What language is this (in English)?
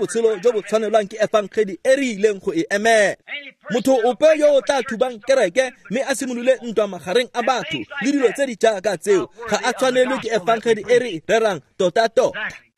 Tswana